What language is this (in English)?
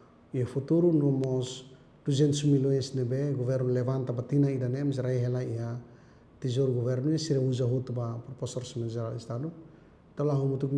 Tetum